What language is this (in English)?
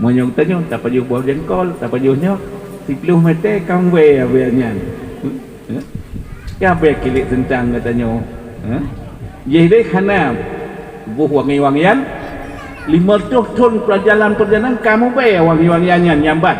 Achinese